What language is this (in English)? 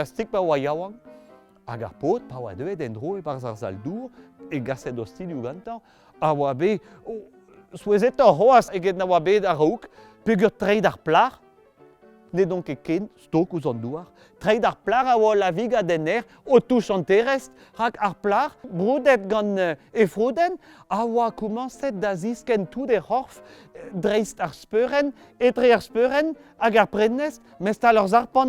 Breton